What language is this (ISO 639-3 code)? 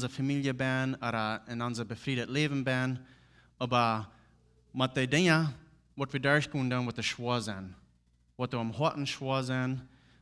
pdt